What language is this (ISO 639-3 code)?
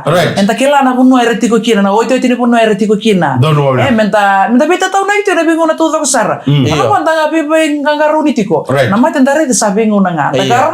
fij